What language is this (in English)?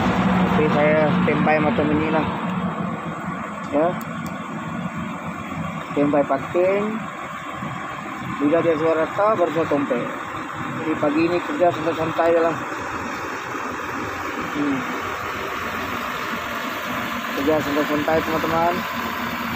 Malay